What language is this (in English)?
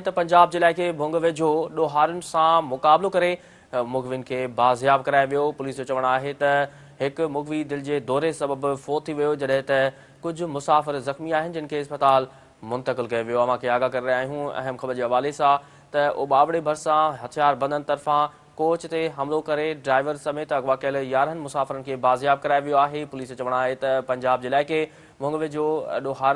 Sindhi